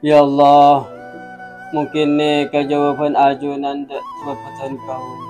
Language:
Madurese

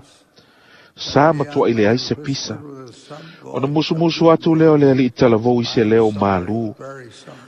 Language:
Samoan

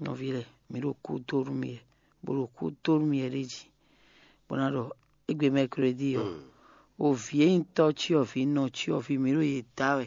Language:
Fon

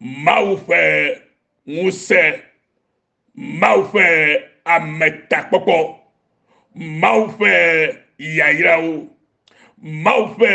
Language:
Ewe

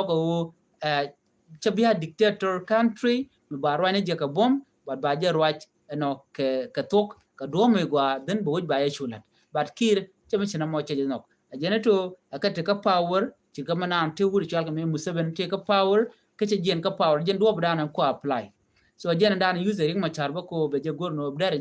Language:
Nuer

